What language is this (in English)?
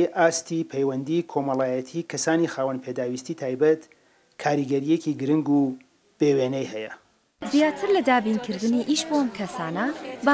Central Kurdish